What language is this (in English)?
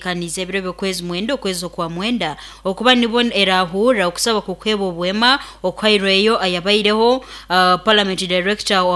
Nyankole